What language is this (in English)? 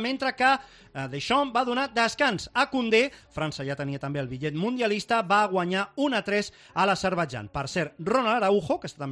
Catalan